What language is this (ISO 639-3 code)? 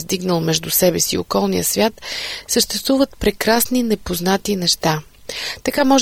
bul